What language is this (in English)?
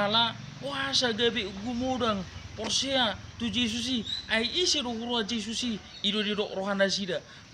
Batak Toba